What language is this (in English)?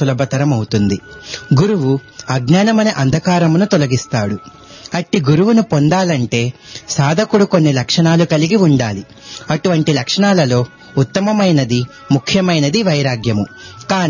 Telugu